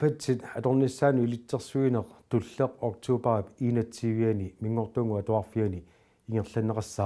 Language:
Kalaallisut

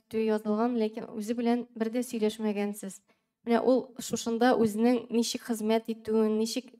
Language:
Tatar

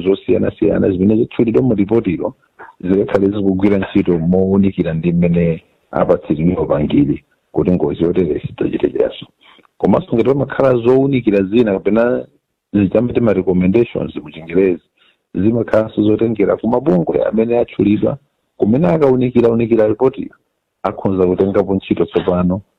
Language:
Nyanja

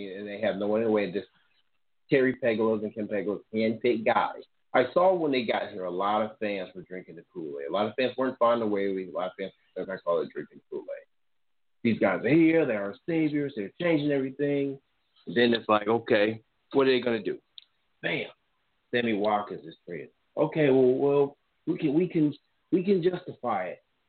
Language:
English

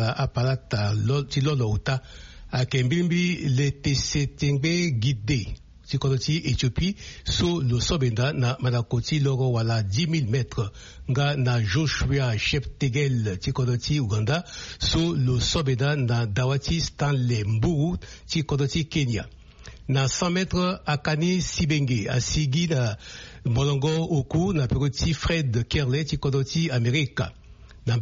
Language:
Sango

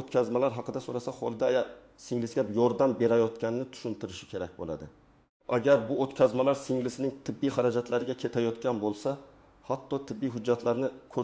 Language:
Uzbek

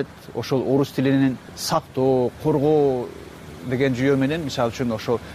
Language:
Kyrgyz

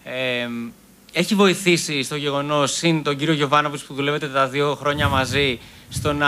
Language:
Greek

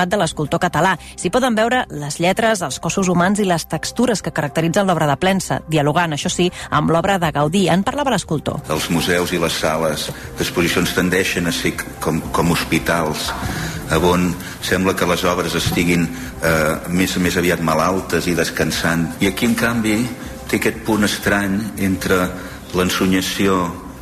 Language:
Catalan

